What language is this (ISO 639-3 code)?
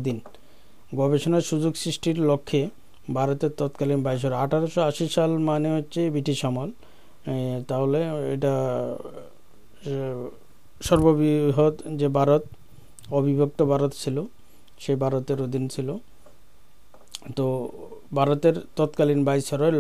ben